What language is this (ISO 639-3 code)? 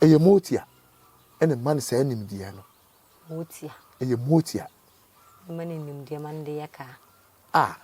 aka